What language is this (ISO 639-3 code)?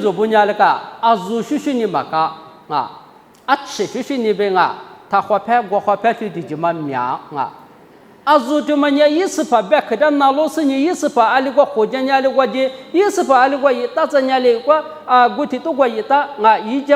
lis